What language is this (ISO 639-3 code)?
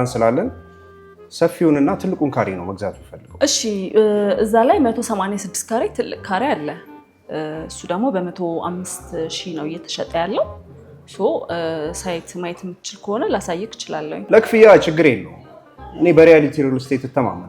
amh